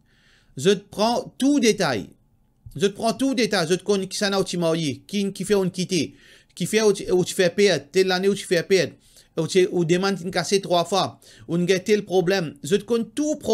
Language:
Morisyen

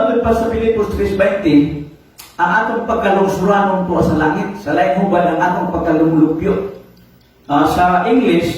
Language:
Cebuano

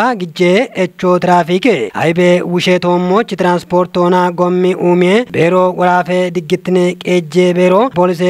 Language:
Kafa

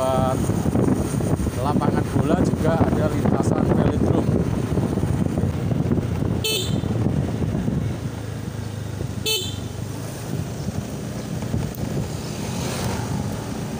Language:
Indonesian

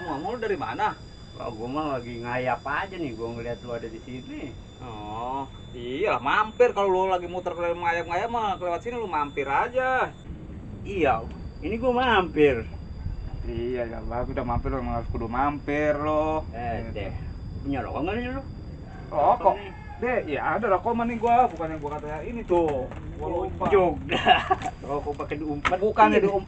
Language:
Betawi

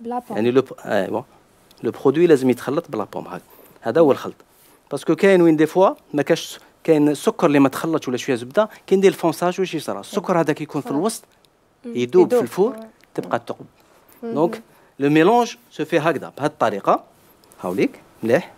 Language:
Algerian Arabic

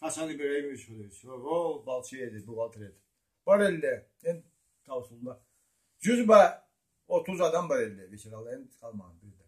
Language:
Karachay-Balkar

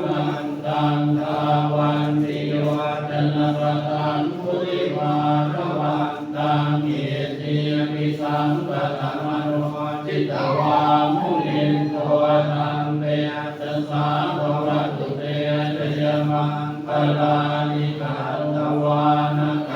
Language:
Pali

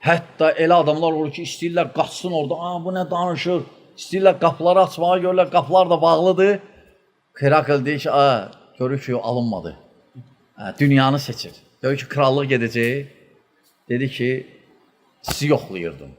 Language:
Azerbaijani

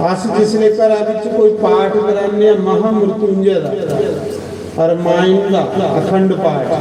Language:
Dogri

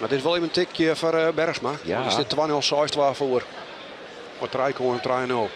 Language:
Western Frisian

